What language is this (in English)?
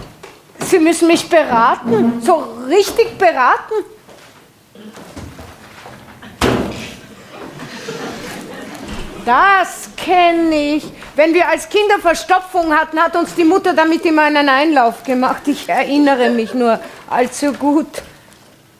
German